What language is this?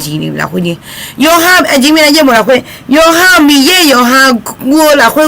Akha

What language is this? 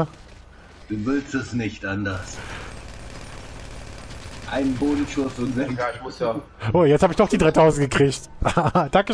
German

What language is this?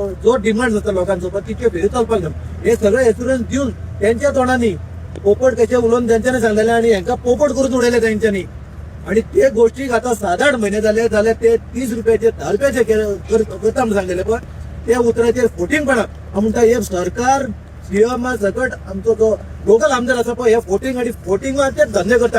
Konkani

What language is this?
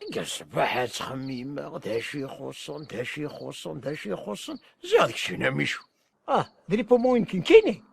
Kabyle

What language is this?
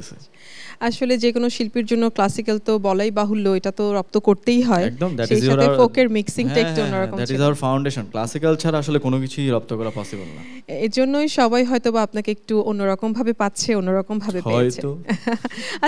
Bangla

